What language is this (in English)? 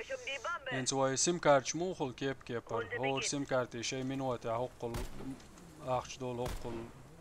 Chechen